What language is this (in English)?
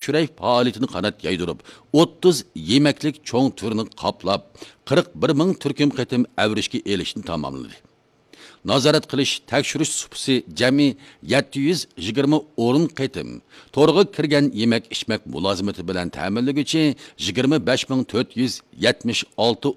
Uyghur